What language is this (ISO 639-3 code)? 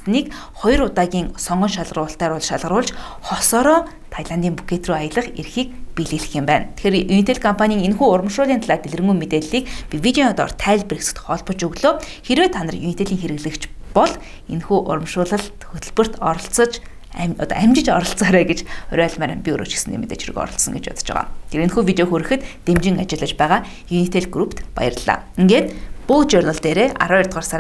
mon